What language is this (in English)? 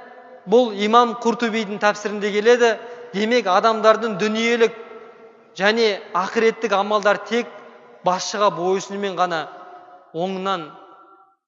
Kazakh